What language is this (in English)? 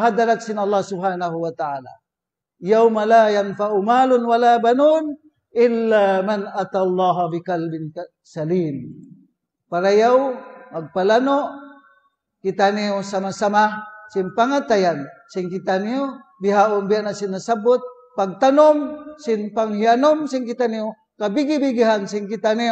Tausug